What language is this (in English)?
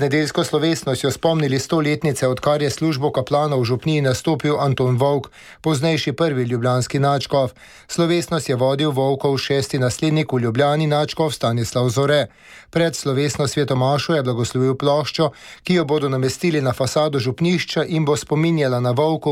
Slovenian